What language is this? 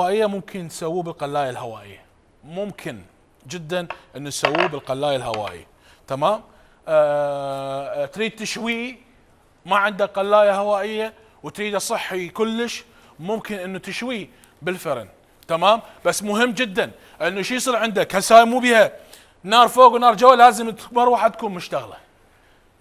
Mesopotamian Arabic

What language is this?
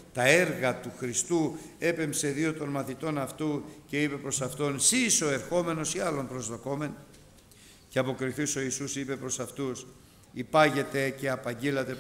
Greek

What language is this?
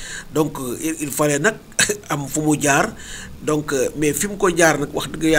Wolof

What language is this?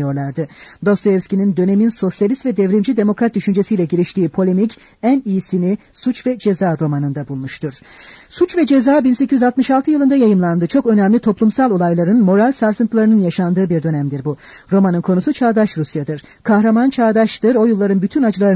Turkish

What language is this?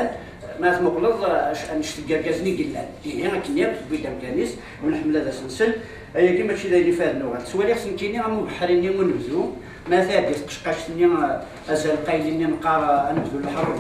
Kabyle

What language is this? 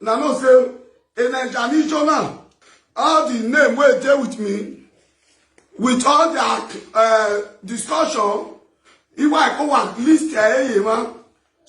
Nigerian Pidgin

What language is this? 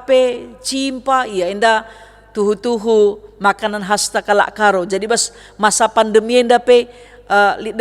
Batak Karo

